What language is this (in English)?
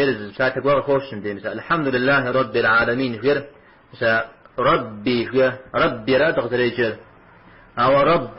Kabardian